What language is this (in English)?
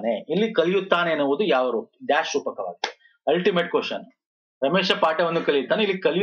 Kannada